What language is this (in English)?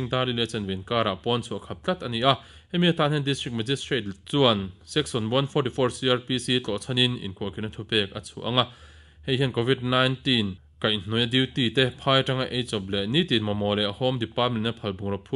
Mizo